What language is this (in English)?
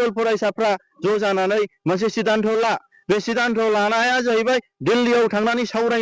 Bodo